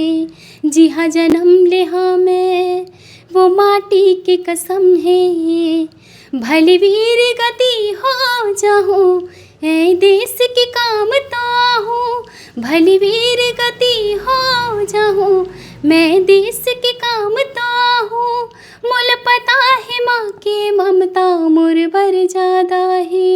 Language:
Chhattisgarhi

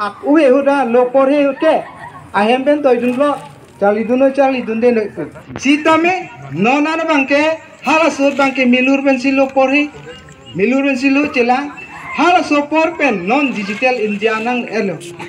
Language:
Karbi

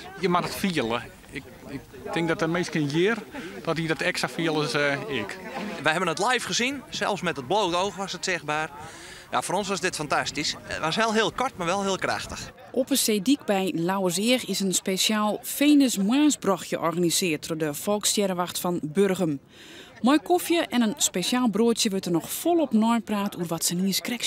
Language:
Western Frisian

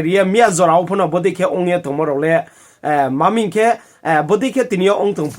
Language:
Riang (India)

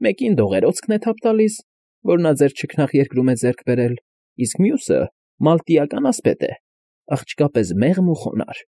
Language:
Armenian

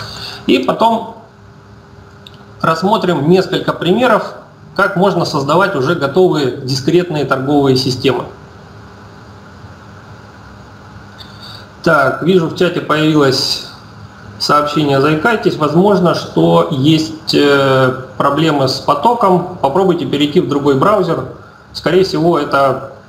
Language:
Russian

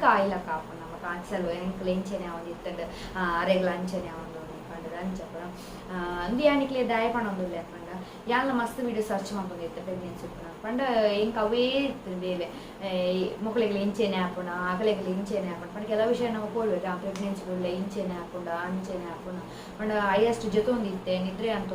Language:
Tulu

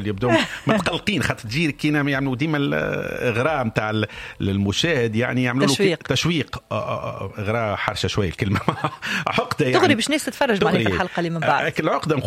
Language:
Tunisian Arabic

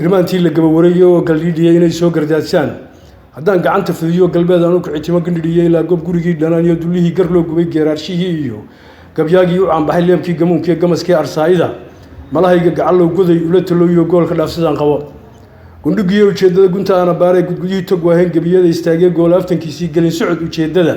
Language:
Somali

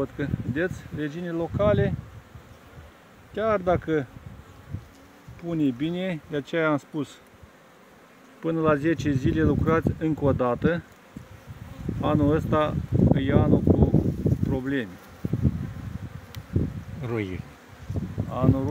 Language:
Romanian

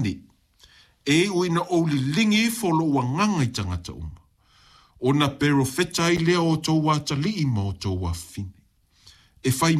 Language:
Samoan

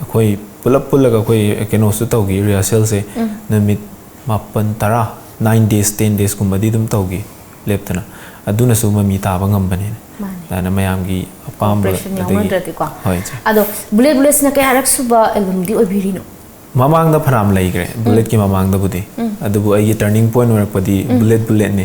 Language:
Manipuri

